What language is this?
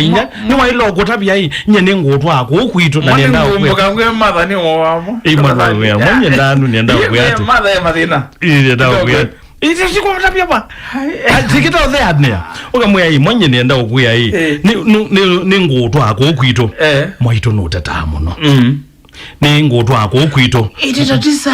Kamba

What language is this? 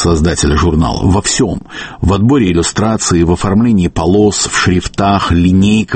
Russian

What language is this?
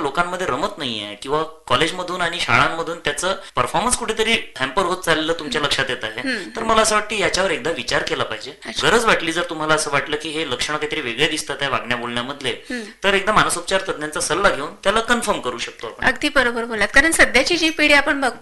Marathi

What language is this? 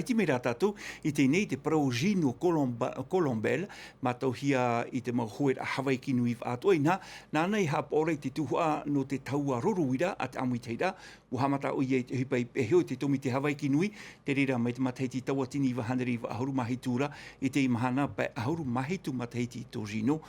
Tahitian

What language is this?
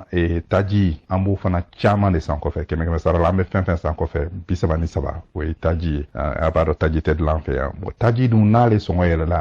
Bambara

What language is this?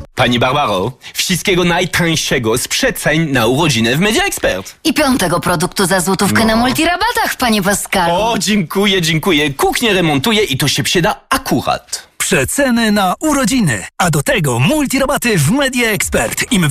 Polish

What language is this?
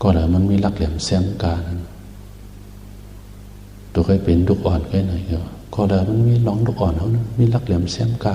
Shan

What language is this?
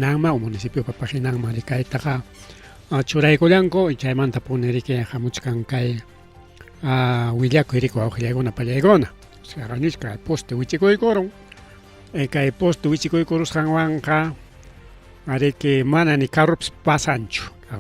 Ayacucho Quechua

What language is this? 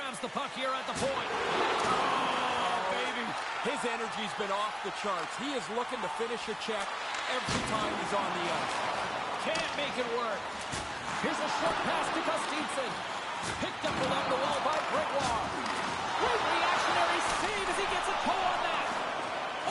English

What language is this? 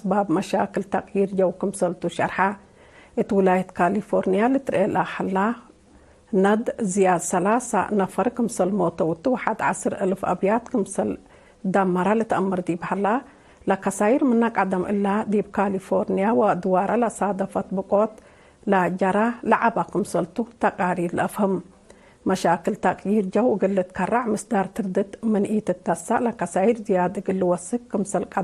Tigre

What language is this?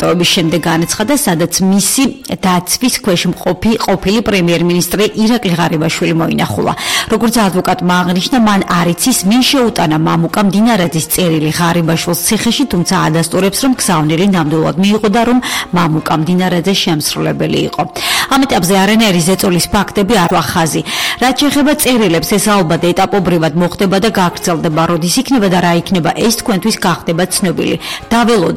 Georgian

